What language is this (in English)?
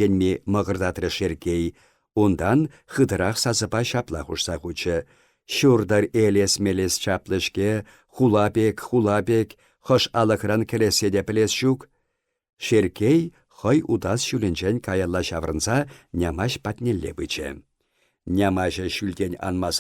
Chuvash